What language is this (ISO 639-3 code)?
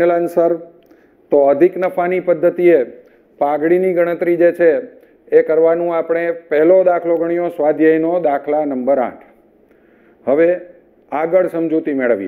guj